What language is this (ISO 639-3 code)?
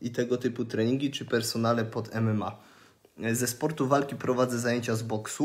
pol